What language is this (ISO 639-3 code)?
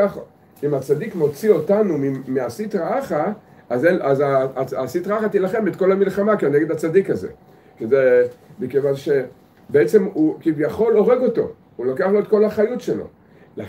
heb